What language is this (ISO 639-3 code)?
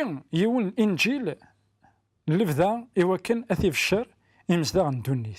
kab